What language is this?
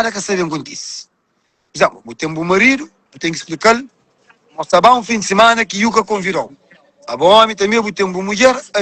Kabuverdianu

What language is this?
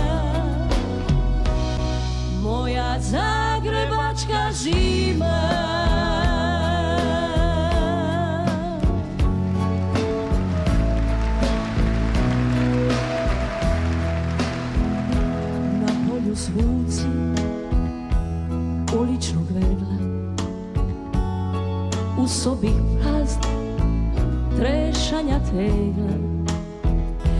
Croatian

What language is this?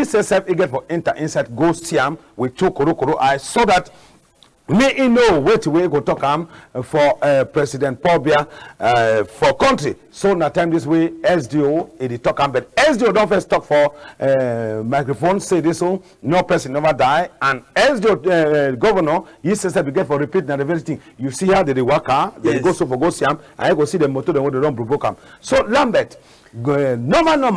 Cameroon Pidgin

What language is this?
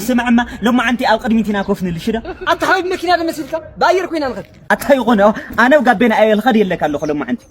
Tigrinya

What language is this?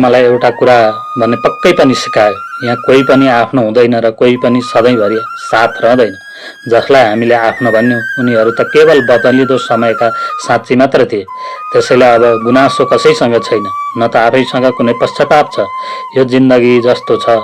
Nepali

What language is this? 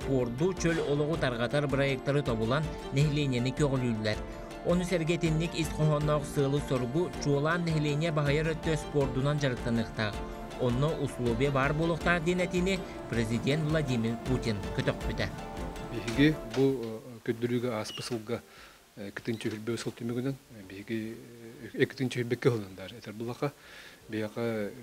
Yakut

